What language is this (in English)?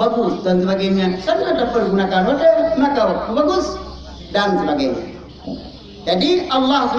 Achinese